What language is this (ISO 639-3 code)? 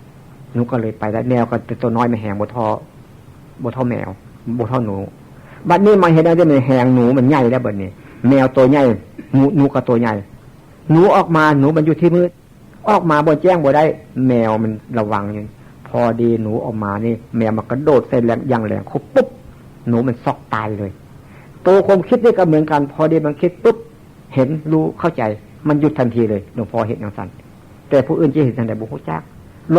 tts